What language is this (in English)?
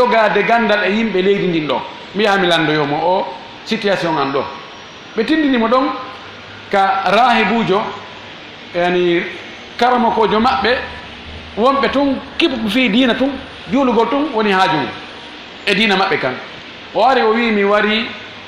Fula